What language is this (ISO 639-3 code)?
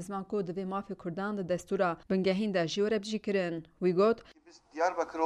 kur